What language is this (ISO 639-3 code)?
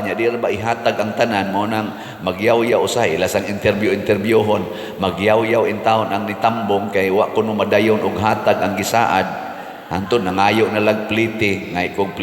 ceb